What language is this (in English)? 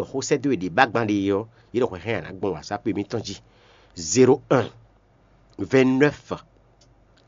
Fon